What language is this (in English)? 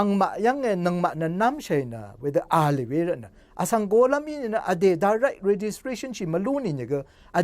Rawang